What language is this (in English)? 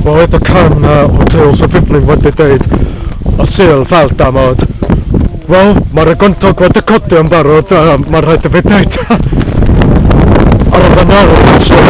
Welsh